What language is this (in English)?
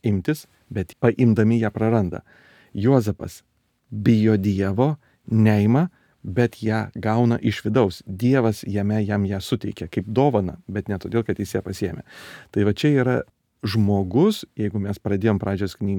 Lithuanian